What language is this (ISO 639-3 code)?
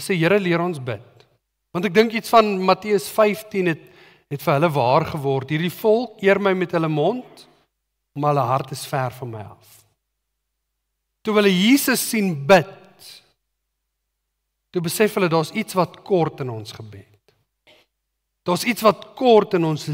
afr